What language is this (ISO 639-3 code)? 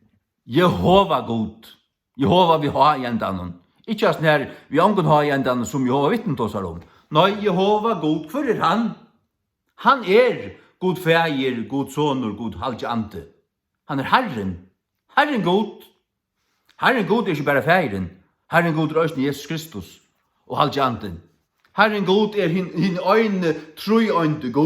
fao